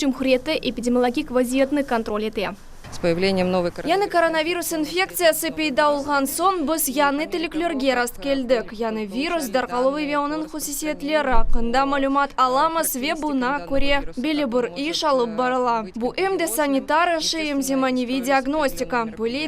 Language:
Crimean Tatar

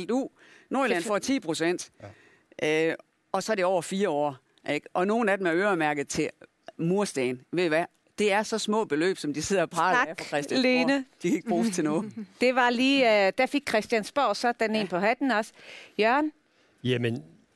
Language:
Danish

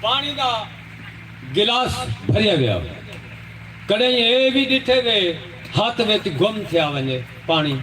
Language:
Saraiki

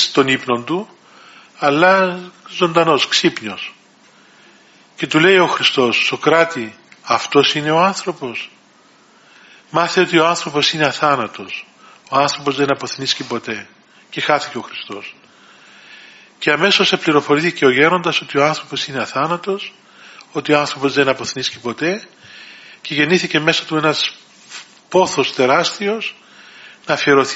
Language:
Greek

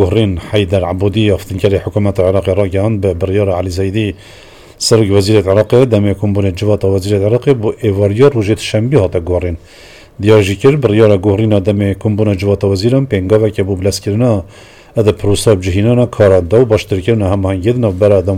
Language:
Kurdish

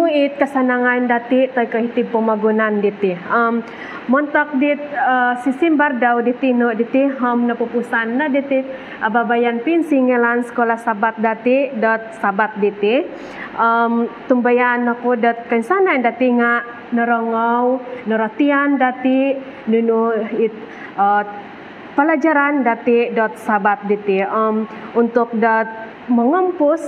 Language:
Central Dusun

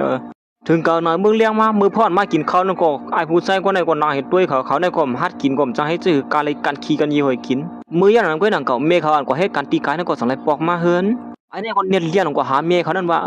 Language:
Shan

